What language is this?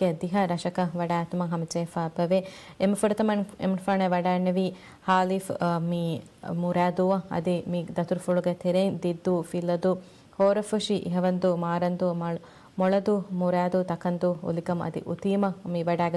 Divehi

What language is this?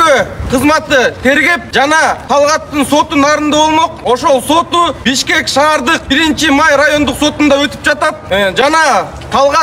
Kyrgyz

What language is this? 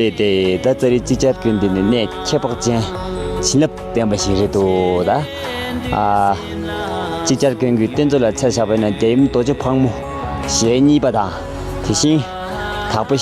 Tibetan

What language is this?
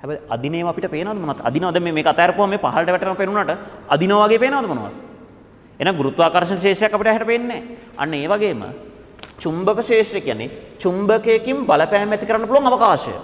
Sinhala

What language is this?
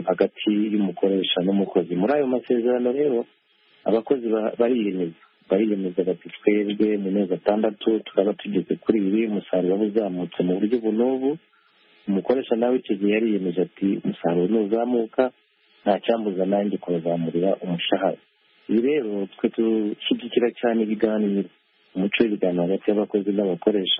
Kinyarwanda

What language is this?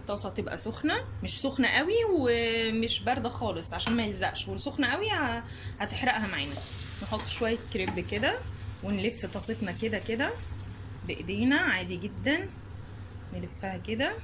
Egyptian Arabic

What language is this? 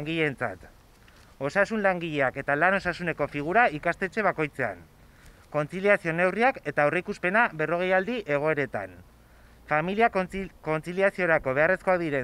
Basque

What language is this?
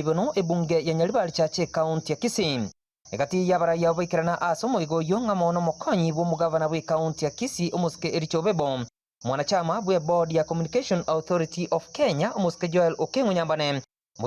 Gusii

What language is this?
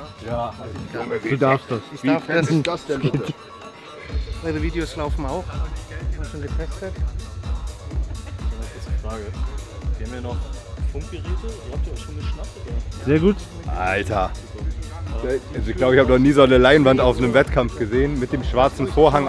German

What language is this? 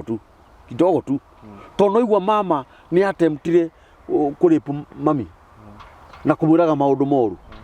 Kikuyu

